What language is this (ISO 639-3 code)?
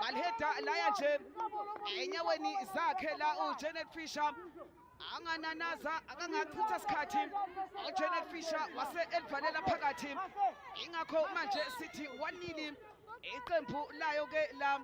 zul